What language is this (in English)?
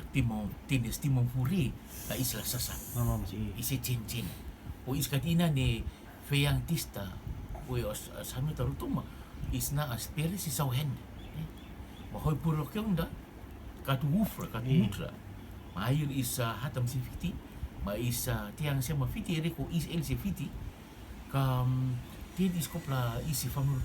Rotuman